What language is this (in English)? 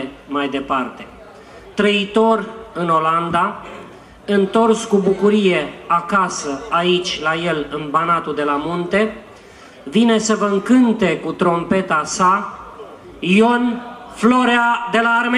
Romanian